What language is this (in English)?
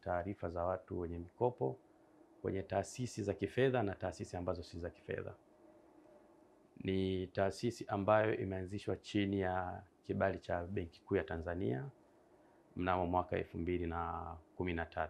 Swahili